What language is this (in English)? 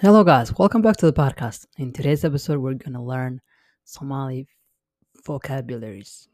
English